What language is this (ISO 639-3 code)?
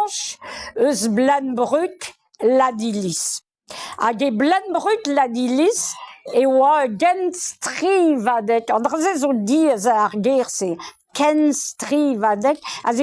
bre